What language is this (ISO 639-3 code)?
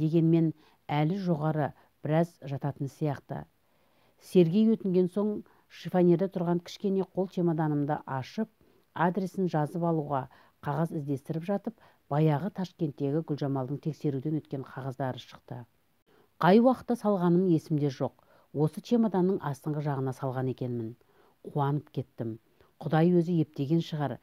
kaz